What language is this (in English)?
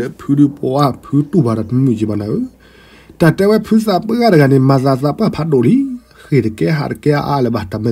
S'gaw Karen